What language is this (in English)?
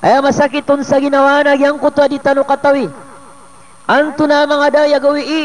Maranao